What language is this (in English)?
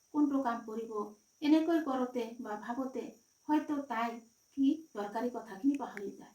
Assamese